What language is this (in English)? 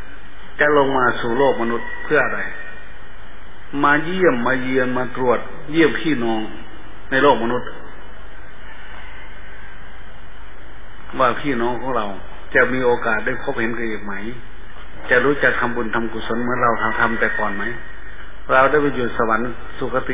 Thai